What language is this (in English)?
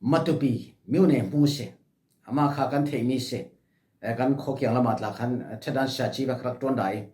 Falam Chin